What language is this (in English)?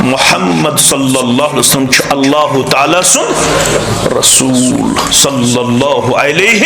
Kashmiri